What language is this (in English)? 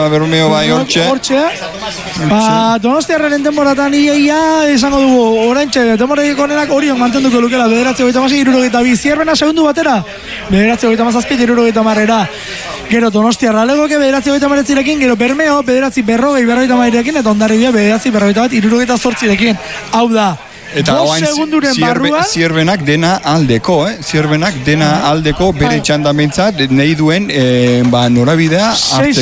Basque